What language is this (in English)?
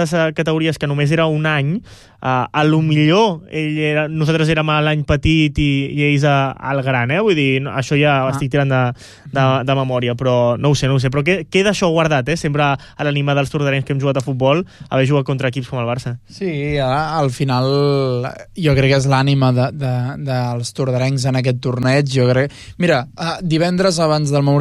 Catalan